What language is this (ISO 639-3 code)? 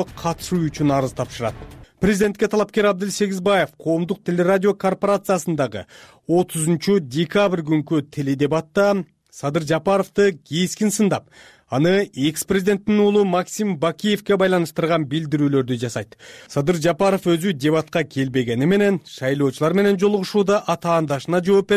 kir